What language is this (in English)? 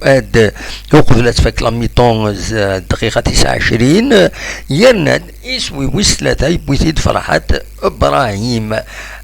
Kabyle